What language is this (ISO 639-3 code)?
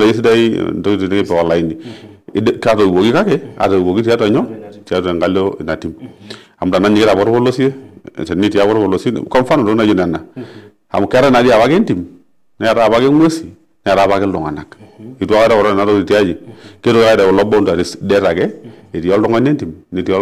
mas